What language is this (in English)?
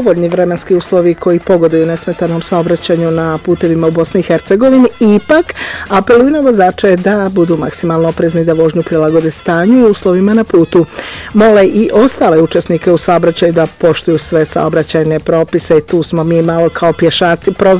Bosnian